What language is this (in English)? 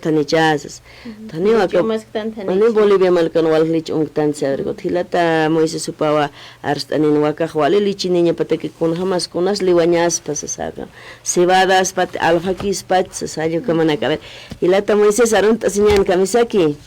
Aymara